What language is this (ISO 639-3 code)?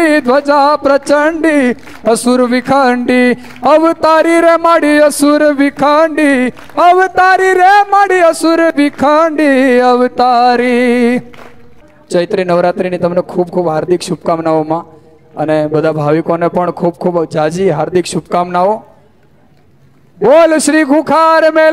guj